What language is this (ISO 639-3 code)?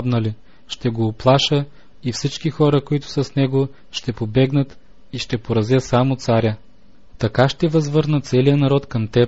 bul